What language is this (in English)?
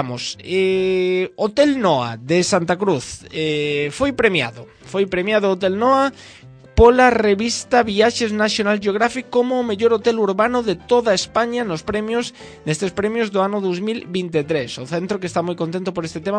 Galician